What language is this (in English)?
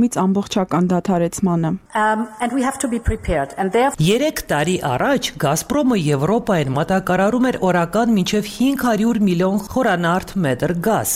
Armenian